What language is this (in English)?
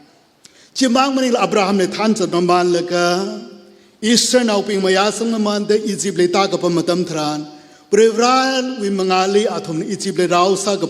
Tangkhul Naga (India)